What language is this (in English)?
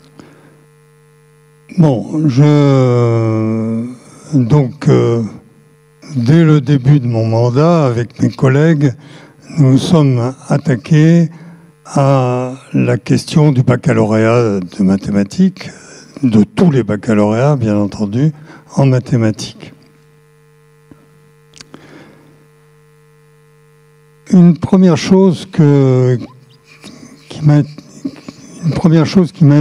French